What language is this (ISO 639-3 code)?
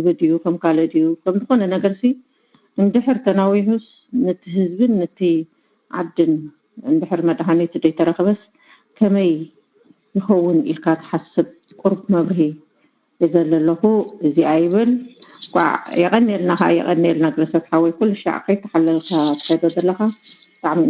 tir